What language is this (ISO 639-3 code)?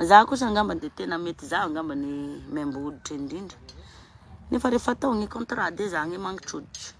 mlg